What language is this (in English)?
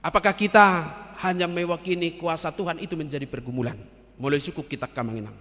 Batak Toba